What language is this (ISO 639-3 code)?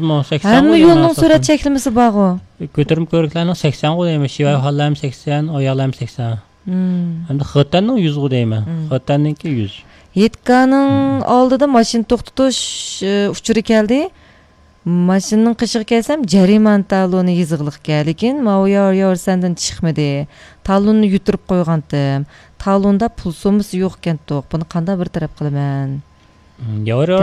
uig